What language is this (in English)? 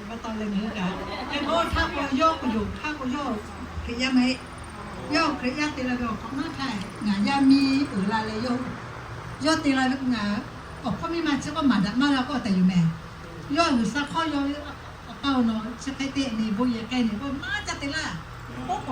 Lahu